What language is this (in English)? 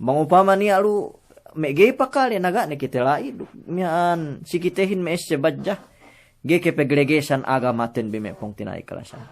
Yakan